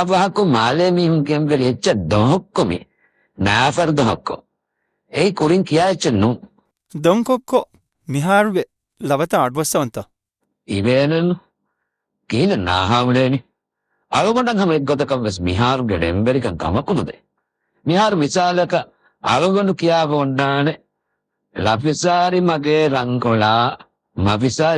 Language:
Divehi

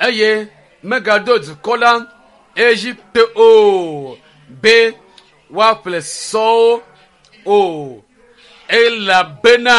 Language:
Ewe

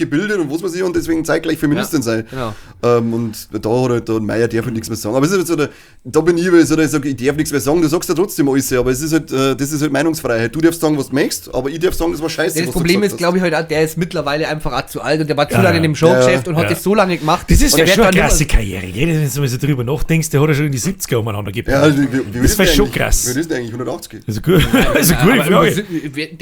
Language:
Bavarian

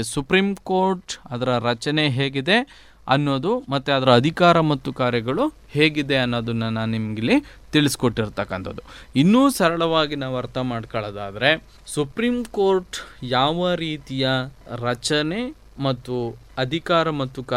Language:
Kannada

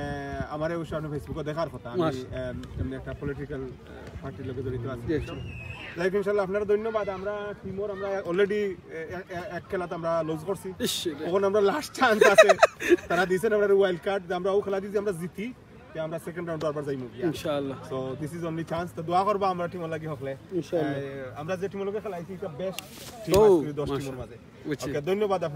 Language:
Sylheti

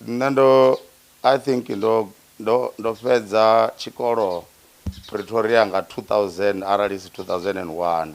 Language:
Venda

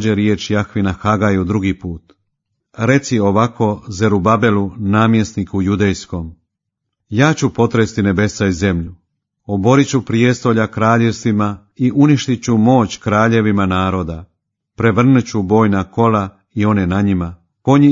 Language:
Croatian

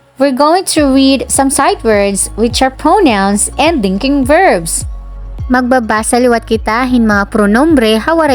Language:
Waray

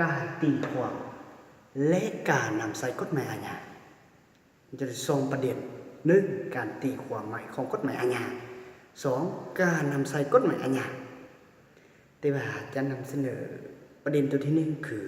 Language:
Lao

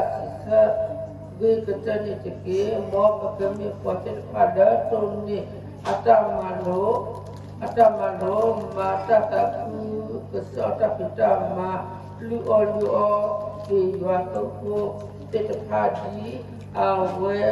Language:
S'gaw Karen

